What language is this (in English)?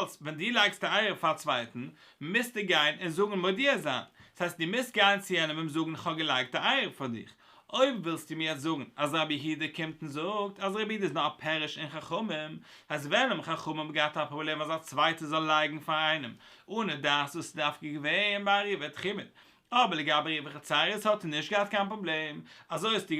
Yiddish